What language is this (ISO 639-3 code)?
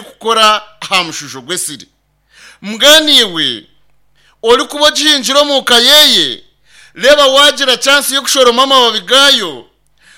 nyn